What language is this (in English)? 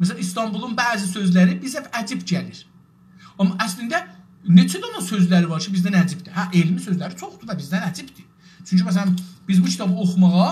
South Azerbaijani